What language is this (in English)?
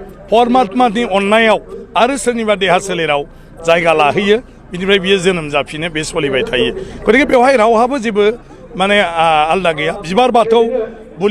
Bodo